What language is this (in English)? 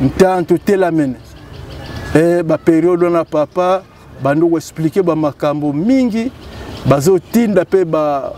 Lingala